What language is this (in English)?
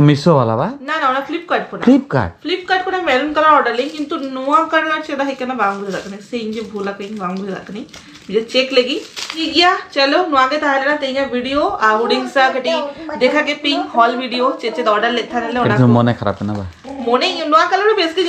Santali